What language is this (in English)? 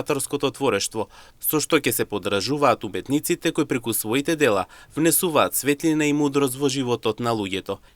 Macedonian